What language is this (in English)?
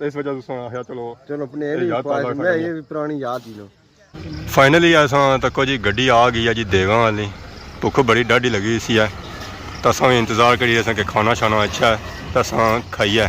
Pahari-Potwari